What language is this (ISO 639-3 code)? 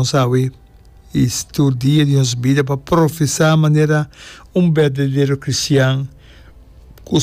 pap